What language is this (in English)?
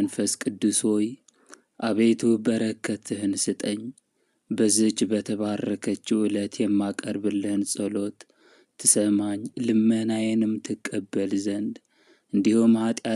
Amharic